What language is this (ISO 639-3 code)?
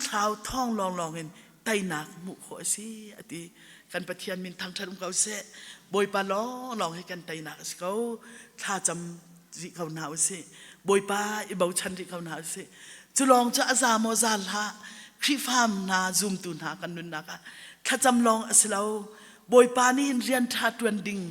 cnh